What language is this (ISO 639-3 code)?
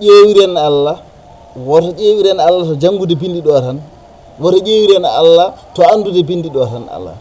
ful